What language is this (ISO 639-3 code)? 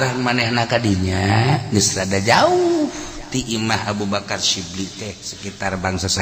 sun